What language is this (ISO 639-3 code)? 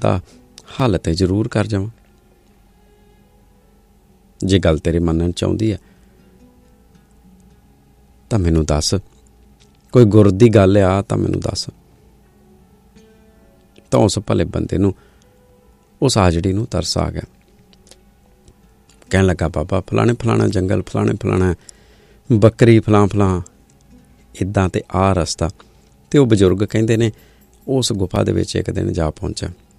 pan